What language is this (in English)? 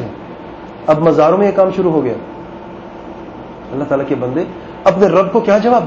Urdu